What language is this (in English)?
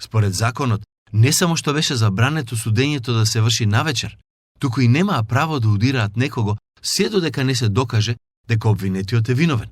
Macedonian